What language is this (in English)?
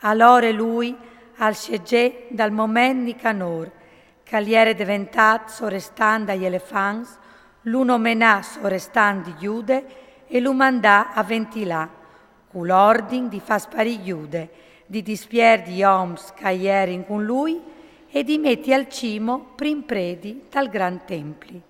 Friulian